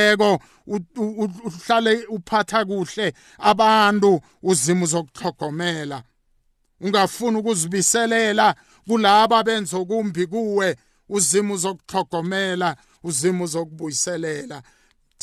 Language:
South Ndebele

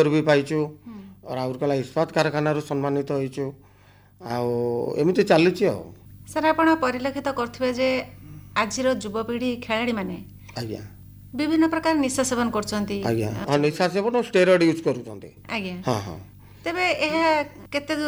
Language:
Odia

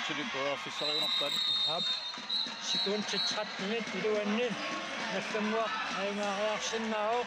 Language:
Kalaallisut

